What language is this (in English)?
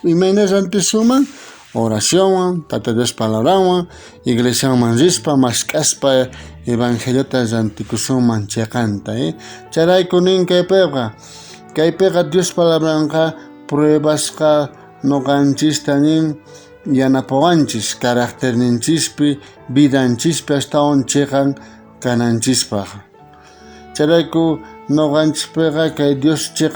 South Bolivian Quechua